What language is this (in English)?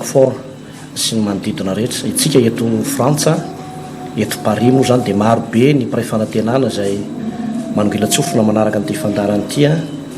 Malagasy